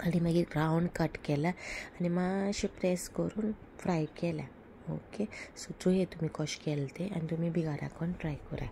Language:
Konkani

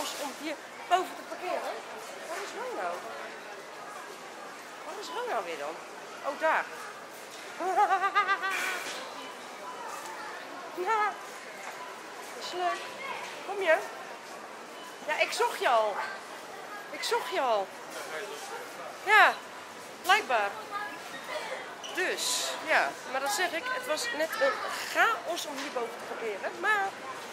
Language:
Dutch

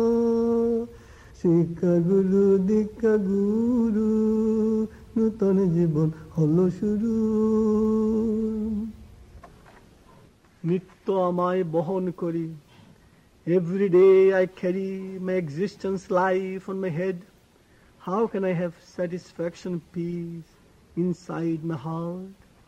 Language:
Bangla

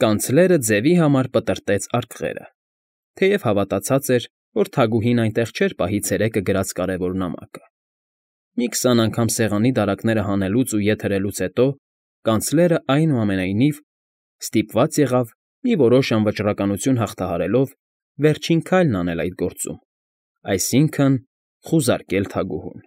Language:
Armenian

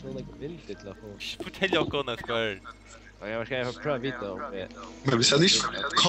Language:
Faroese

